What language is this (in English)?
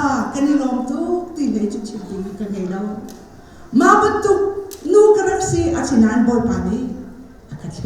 Hakha Chin